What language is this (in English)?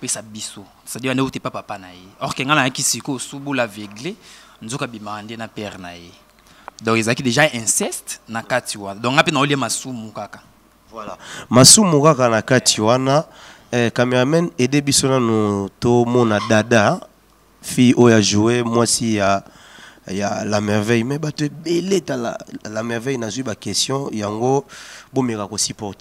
Lingala